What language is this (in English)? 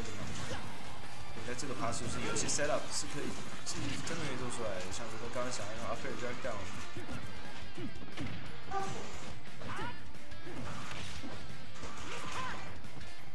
Chinese